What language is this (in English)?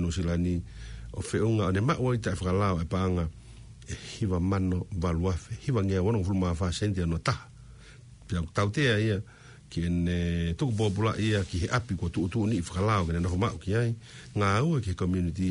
Tongan